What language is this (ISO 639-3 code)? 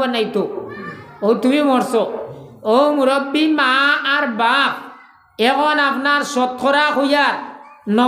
syl